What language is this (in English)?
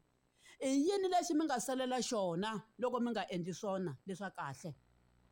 Tsonga